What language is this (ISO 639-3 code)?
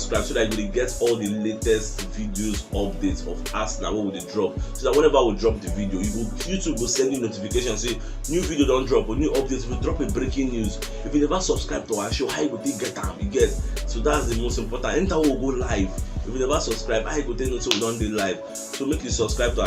pcm